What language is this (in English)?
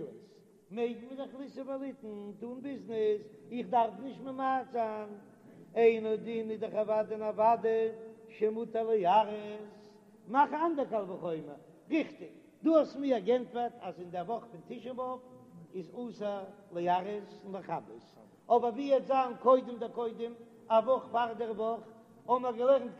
Yiddish